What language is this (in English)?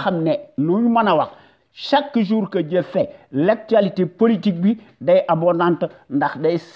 Wolof